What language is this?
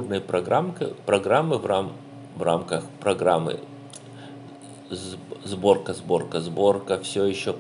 Russian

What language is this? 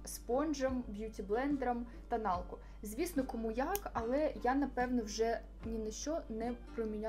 Ukrainian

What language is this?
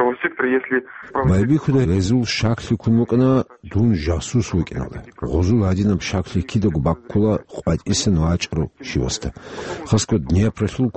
Avaric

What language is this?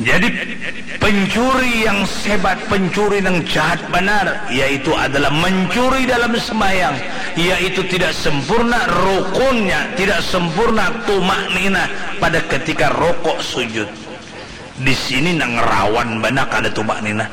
Banjar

